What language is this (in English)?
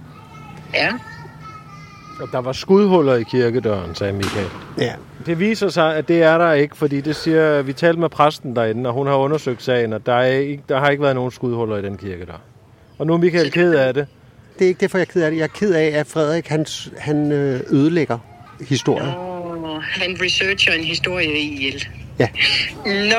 Danish